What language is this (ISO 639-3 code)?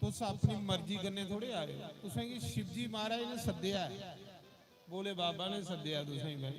doi